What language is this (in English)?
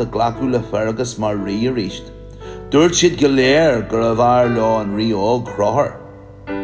Irish